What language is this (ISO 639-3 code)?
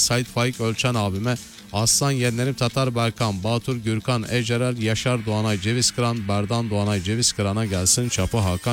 tur